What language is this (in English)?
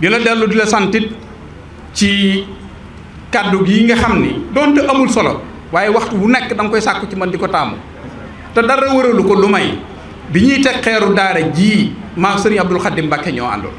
Wolof